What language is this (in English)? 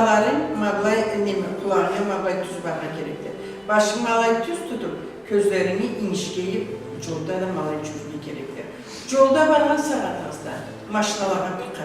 Karachay-Balkar